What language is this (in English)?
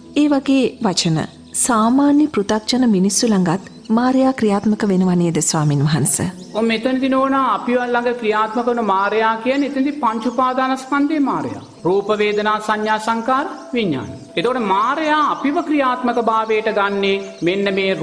Sinhala